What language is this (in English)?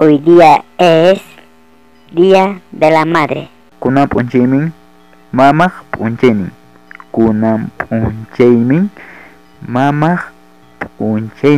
Ayacucho Quechua